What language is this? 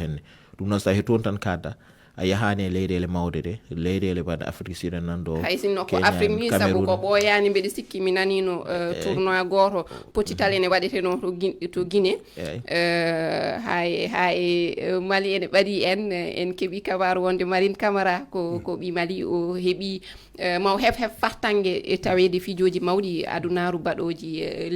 Fula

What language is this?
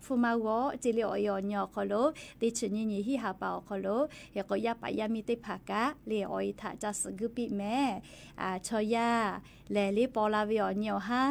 Lahu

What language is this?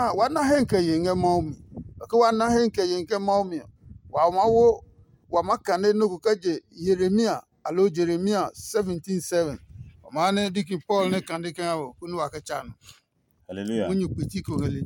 Adangme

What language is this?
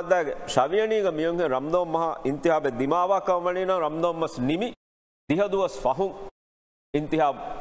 Divehi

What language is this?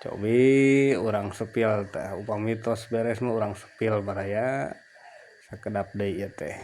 Sundanese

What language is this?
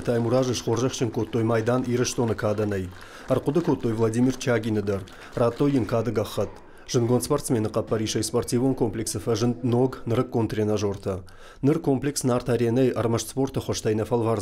Ossetic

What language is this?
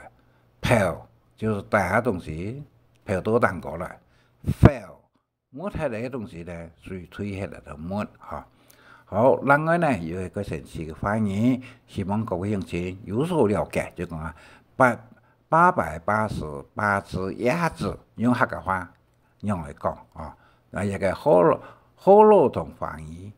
Hakka Chinese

